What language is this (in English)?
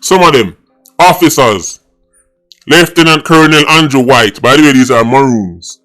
Jamaican Creole English